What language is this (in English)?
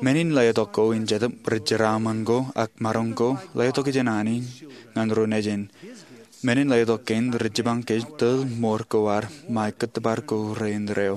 Marshallese